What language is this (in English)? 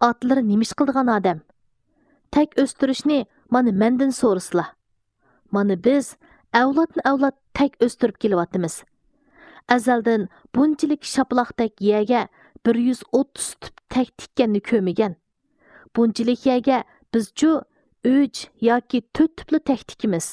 Uyghur